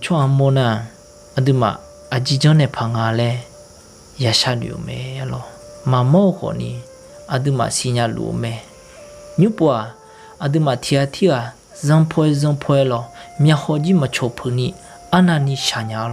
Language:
Akha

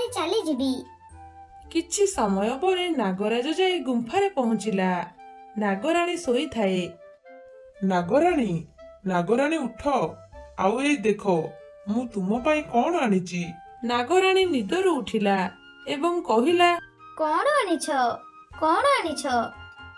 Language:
Odia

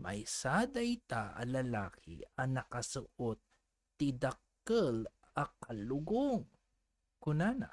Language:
Iloko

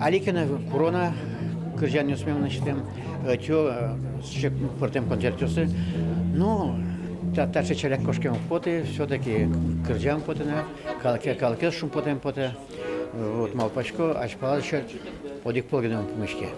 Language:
Udmurt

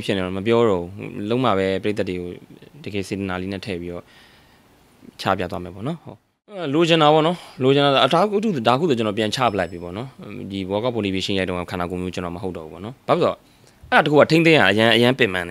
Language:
Burmese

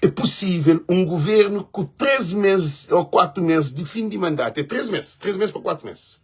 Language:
Kabuverdianu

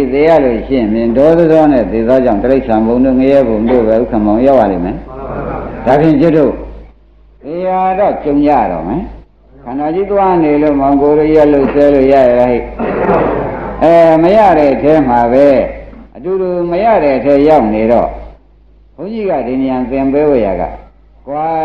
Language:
Burmese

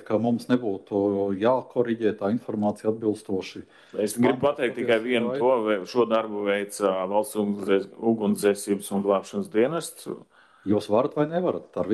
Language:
Latvian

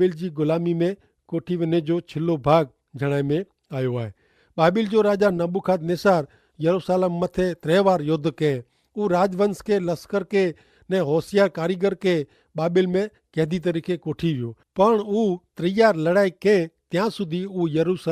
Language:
Kachhi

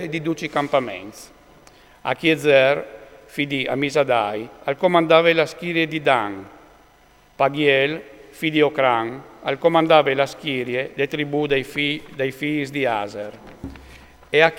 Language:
Friulian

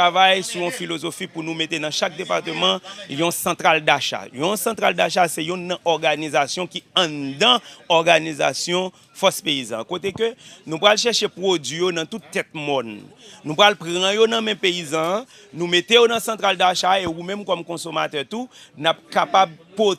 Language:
Haitian Creole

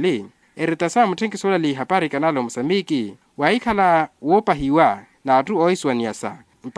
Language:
Makhuwa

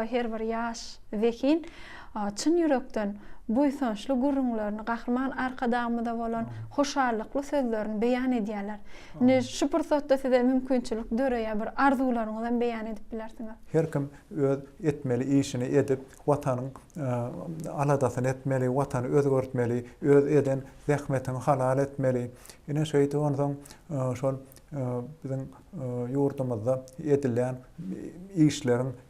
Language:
Turkmen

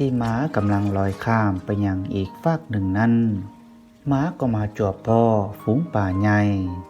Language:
Lao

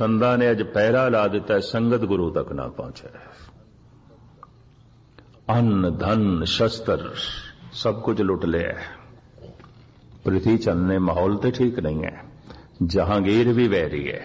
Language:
Punjabi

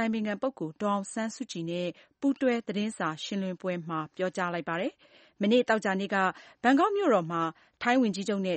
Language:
Burmese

